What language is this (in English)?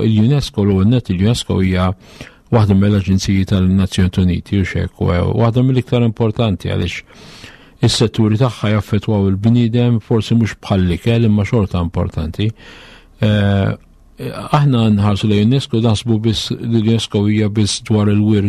Maltese